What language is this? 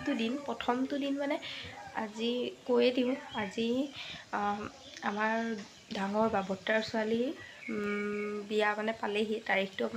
Assamese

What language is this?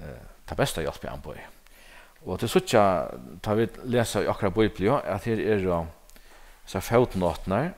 Faroese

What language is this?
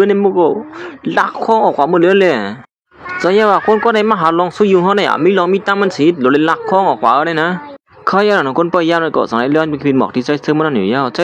Shan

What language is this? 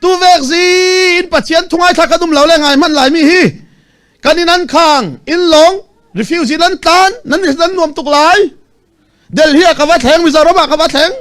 Falam Chin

